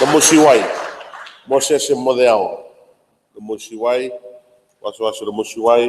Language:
Fijian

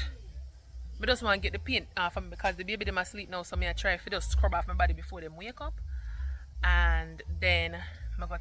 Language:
Jamaican Creole English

